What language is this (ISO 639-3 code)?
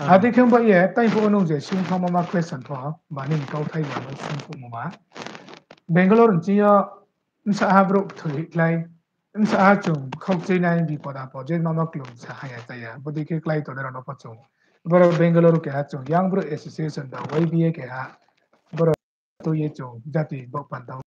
ria